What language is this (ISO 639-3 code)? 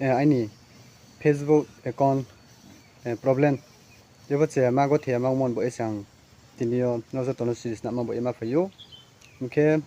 ria